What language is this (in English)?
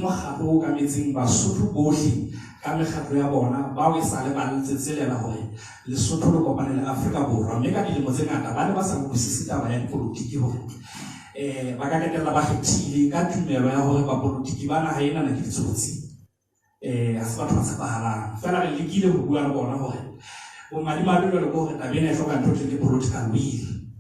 Southern Sotho